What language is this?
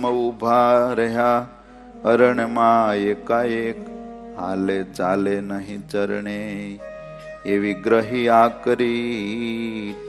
Gujarati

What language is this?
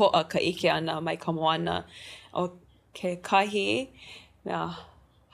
Hawaiian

